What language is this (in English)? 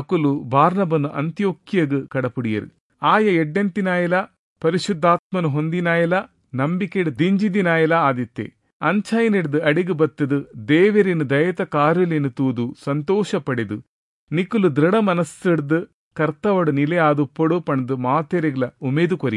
Tulu